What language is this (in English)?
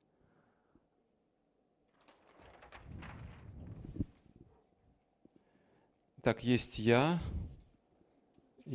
Russian